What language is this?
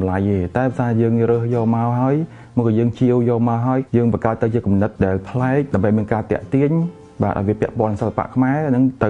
Khmer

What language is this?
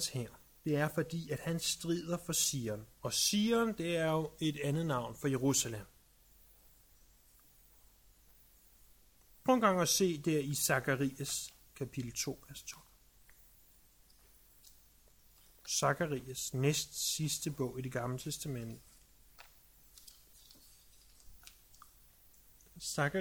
Danish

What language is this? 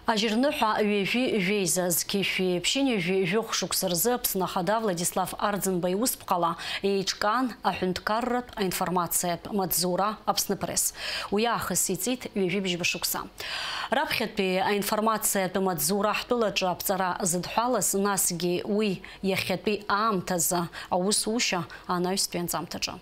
Abkhazian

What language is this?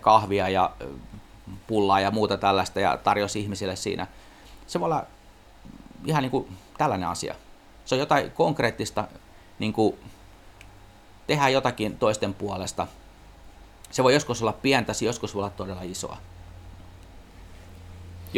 Finnish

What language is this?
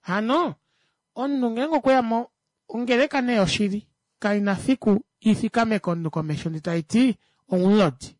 Kuanyama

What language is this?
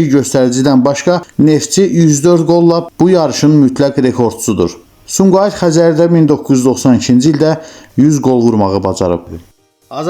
Azerbaijani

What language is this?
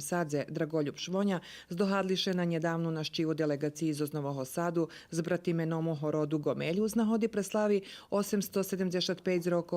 Rusyn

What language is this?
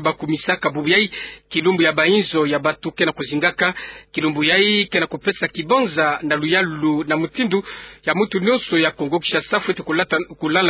Kituba (Democratic Republic of Congo)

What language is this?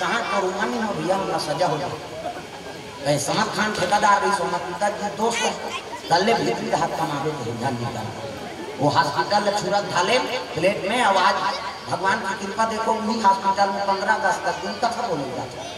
Chhattisgarhi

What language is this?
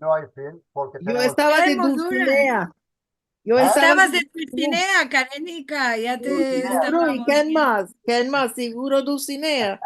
Ladino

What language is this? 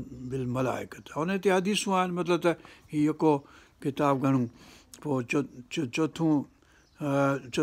Sindhi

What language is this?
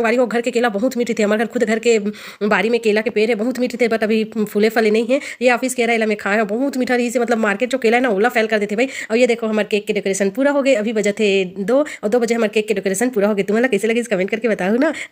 Chhattisgarhi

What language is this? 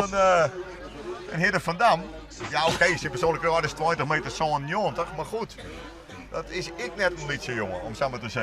Western Frisian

